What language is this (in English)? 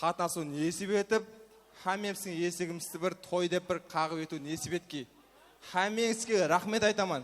Kara-Kalpak